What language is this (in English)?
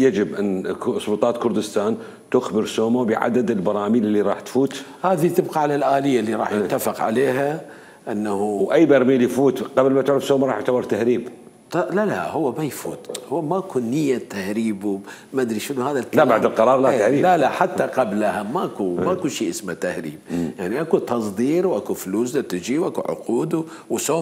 Mesopotamian Arabic